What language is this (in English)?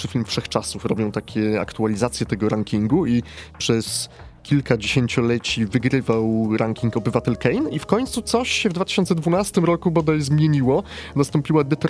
Polish